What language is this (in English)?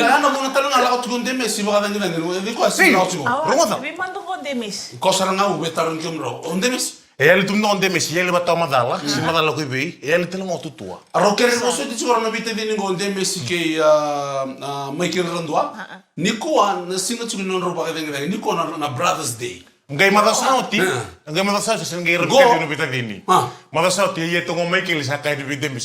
Fijian